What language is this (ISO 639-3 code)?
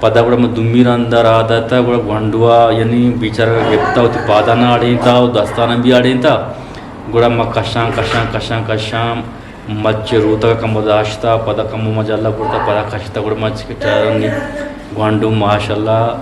bgp